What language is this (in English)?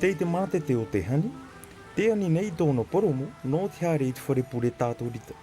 Tahitian